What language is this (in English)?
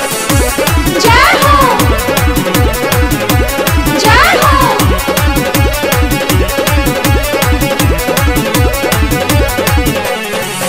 Bhojpuri